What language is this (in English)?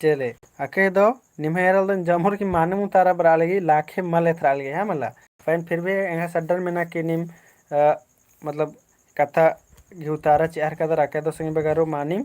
Kurukh